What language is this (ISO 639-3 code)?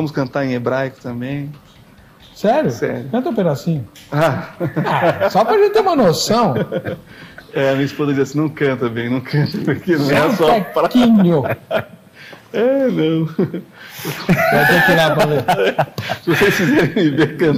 por